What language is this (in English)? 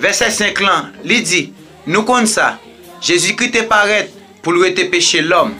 Haitian Creole